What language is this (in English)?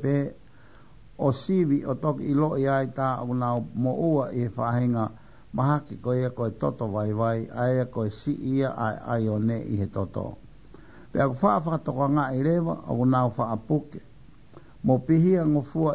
Tongan